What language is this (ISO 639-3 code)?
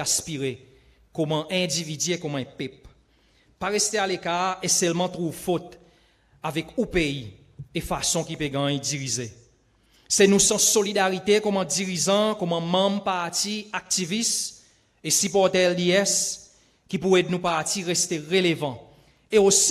crs